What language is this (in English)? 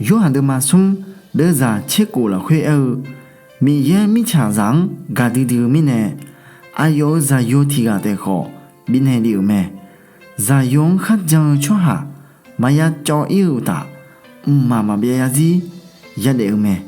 Akha